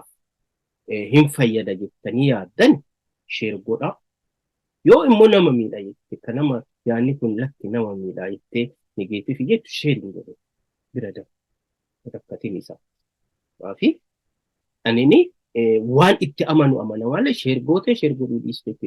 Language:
Oromo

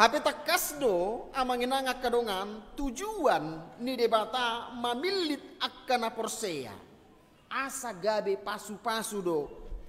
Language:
Batak Toba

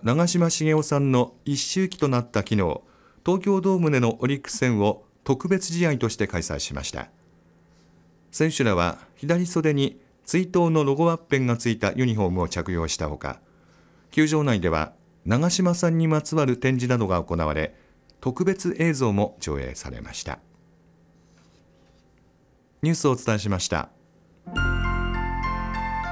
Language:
Japanese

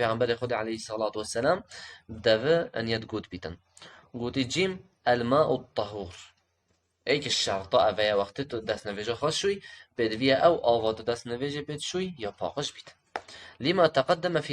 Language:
Kurdish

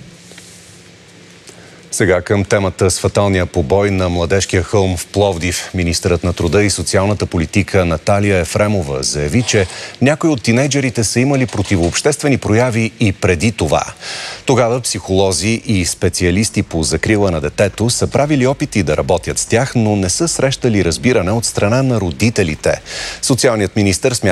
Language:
Bulgarian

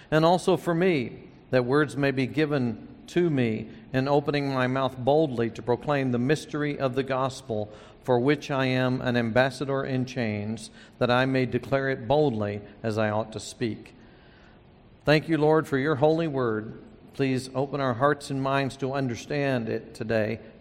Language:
English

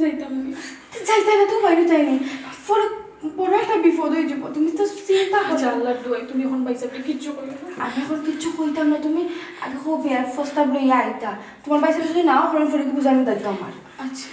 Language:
Sylheti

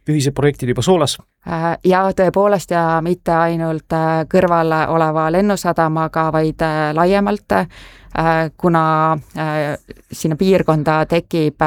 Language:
Estonian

